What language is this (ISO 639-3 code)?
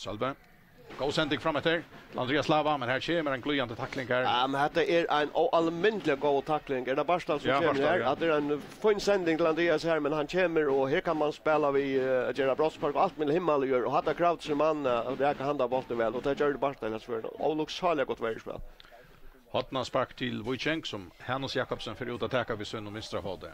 fao